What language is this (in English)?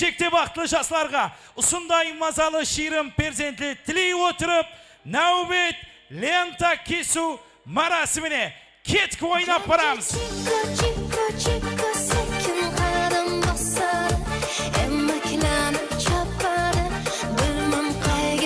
Kara-Kalpak